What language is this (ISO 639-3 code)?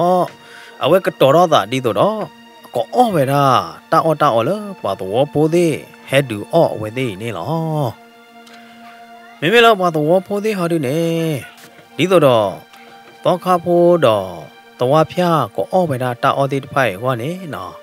ksw